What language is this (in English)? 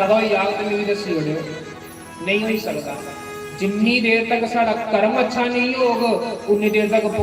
Dogri